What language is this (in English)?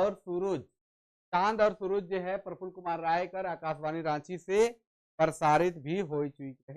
Sadri